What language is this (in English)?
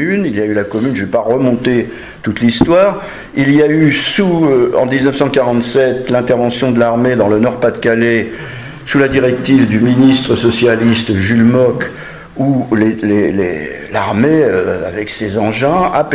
French